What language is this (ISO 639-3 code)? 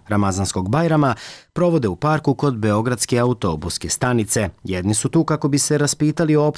srp